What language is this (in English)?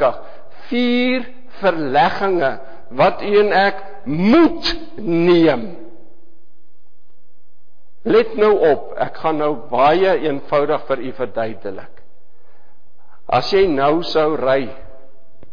Afrikaans